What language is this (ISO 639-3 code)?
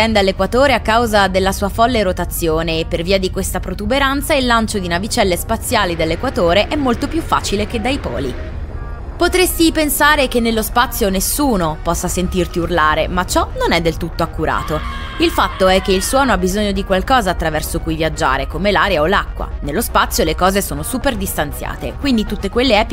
ita